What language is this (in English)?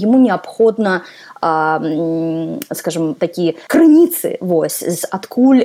Belarusian